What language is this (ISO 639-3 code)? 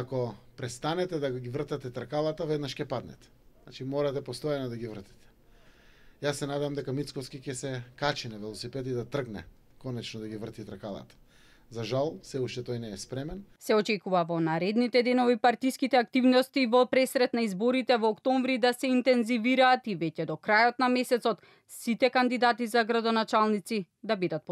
mkd